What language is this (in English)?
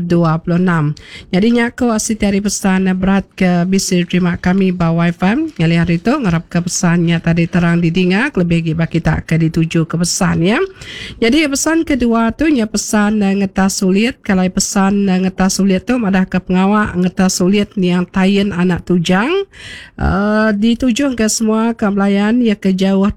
Iban